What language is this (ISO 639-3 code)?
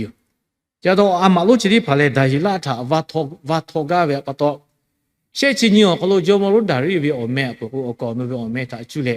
lhu